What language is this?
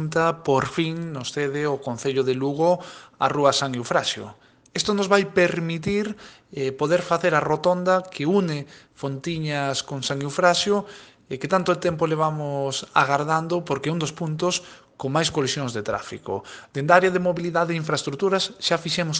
Galician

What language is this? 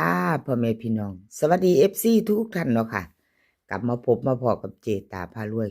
Northeastern Thai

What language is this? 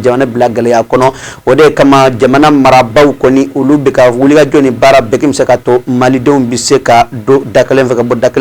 Bambara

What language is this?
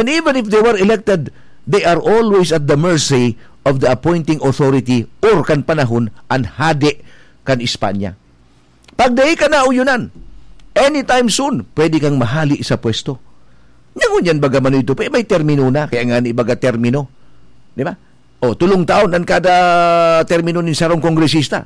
Bikol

